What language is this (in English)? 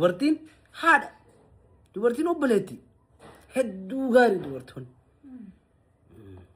Oromo